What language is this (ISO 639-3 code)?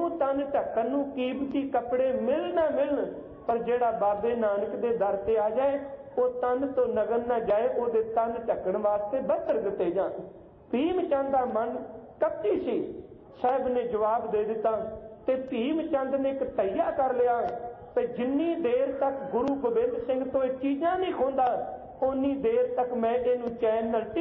pan